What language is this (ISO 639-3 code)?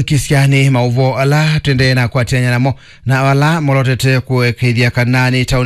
kam